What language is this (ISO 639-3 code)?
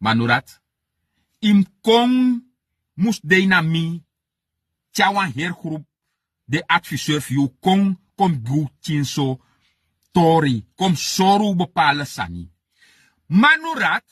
srn